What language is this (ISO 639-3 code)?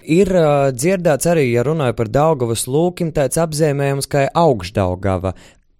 lav